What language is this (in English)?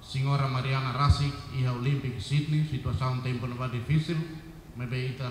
Tetum